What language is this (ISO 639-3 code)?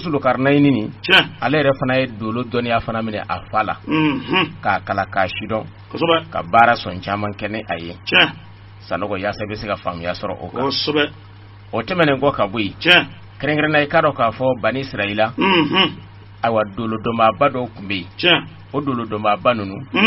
bam